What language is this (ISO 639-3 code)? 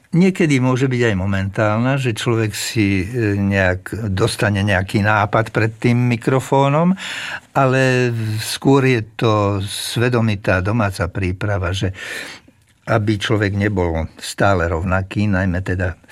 slk